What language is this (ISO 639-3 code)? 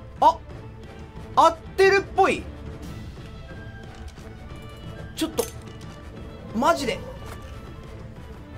jpn